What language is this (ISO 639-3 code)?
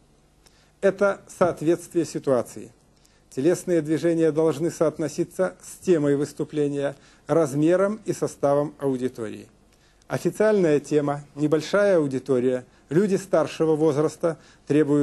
rus